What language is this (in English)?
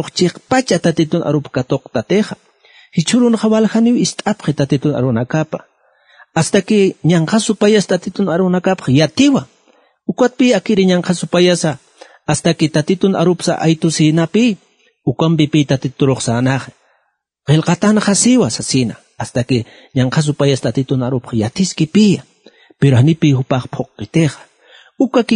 Aymara